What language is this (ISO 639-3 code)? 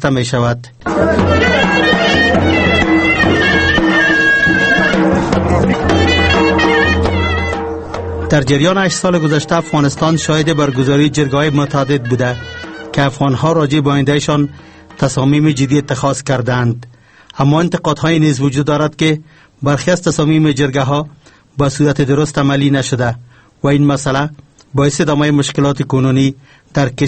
fas